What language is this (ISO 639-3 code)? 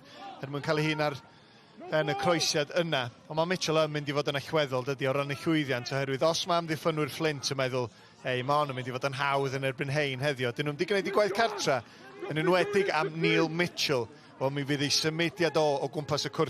cym